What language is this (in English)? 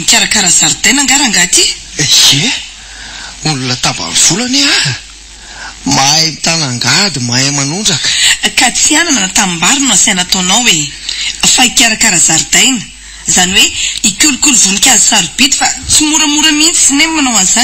Malagasy